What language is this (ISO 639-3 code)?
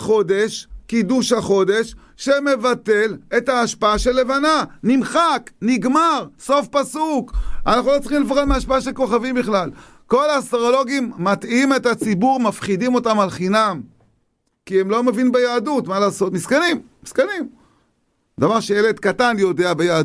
heb